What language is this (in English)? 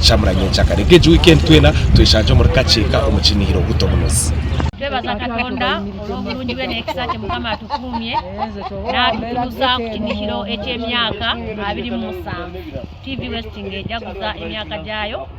Nyankole